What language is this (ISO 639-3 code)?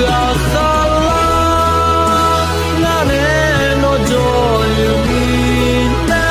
ahk